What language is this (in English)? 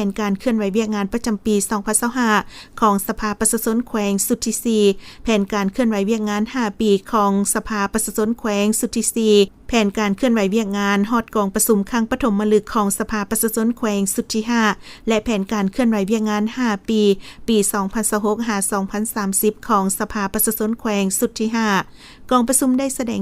Lao